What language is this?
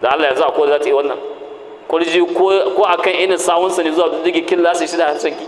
Hausa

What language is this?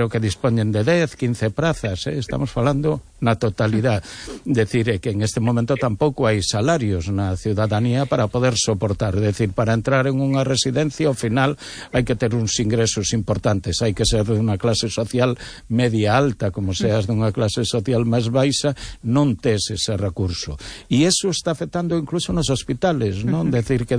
Galician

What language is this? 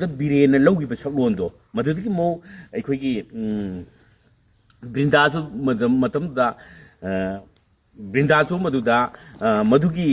Manipuri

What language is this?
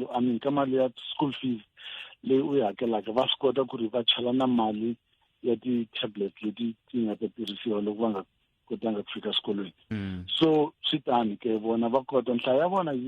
Tsonga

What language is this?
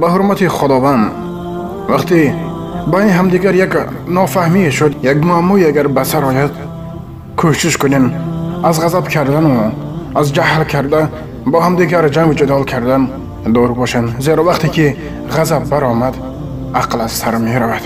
Tajik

